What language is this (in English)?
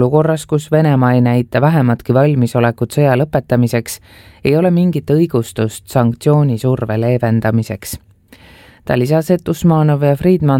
Estonian